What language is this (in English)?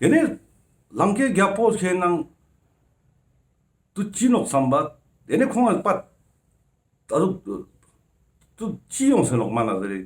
Ladakhi